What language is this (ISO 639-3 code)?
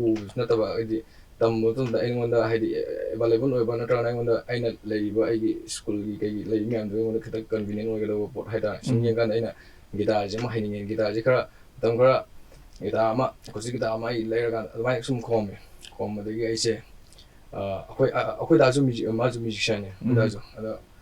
mni